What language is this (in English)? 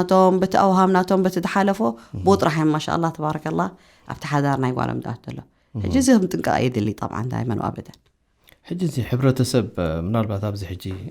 Tigrinya